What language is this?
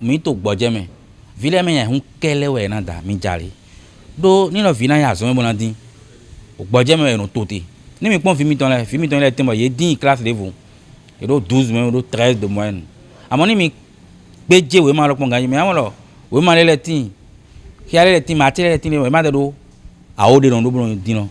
Fon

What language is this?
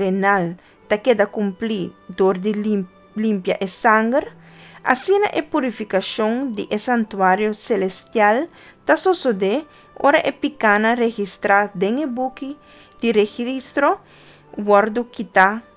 Papiamento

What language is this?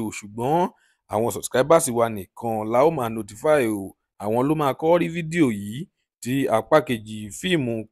Yoruba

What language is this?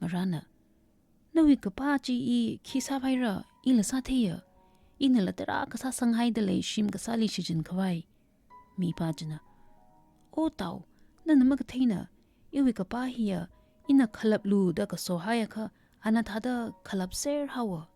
Tangkhul Naga (India)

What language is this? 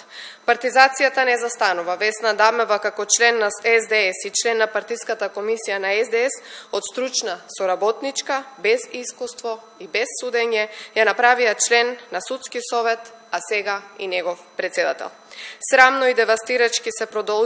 Macedonian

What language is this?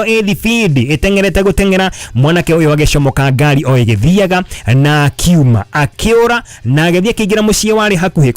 Kikuyu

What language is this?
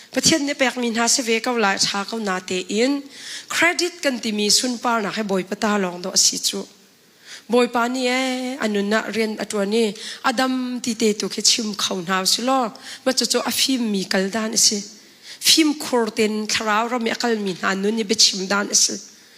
Hakha Chin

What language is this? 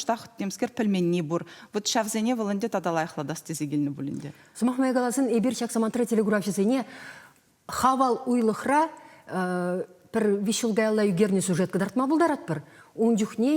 Chuvash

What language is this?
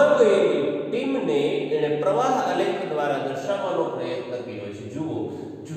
Gujarati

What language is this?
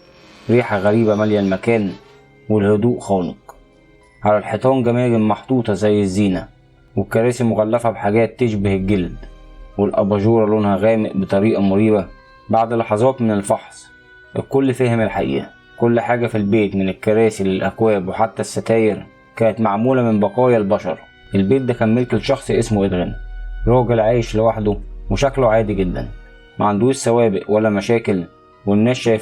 Egyptian Arabic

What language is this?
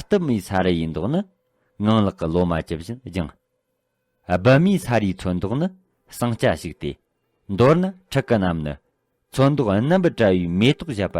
Tibetan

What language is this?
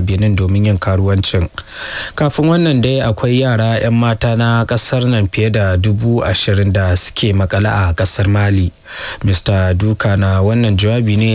Hausa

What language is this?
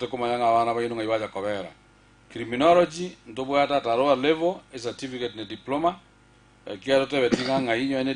Gusii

